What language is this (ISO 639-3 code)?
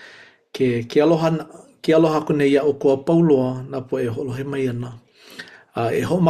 haw